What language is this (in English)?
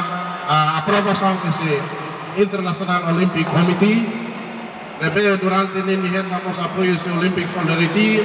Tetum